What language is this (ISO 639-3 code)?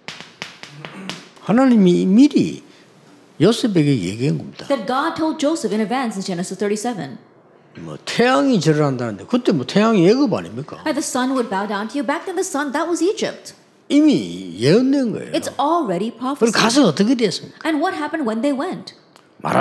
kor